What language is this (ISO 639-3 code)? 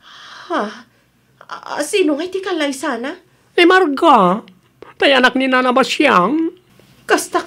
ilo